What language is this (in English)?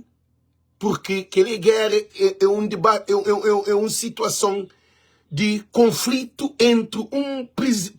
Kabuverdianu